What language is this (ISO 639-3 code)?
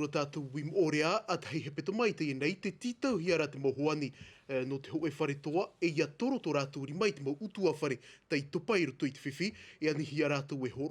tah